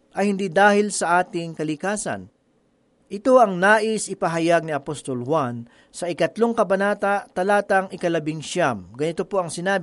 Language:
Filipino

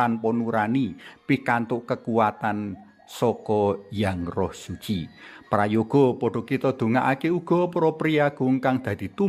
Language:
Javanese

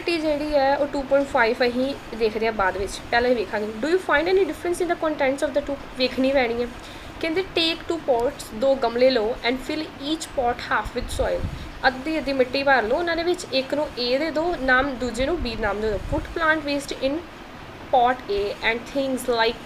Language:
Punjabi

